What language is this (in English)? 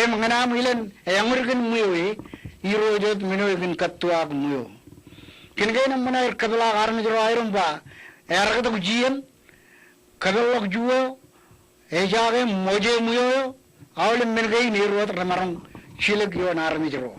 Marshallese